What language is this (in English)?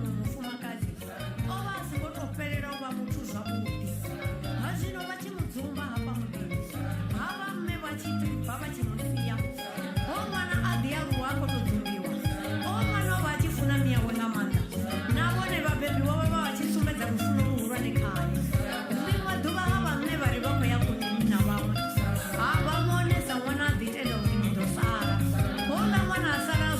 Venda